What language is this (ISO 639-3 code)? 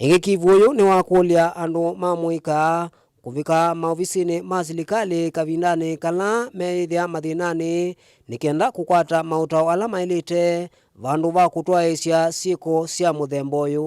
kam